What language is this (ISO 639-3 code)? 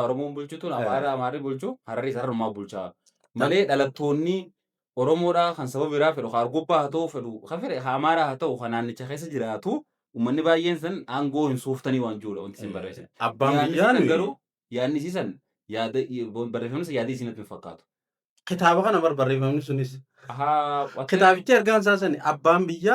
orm